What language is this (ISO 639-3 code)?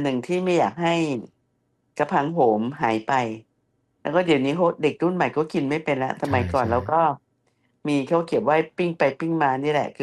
tha